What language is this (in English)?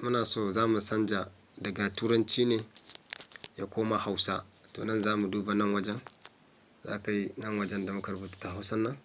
Hausa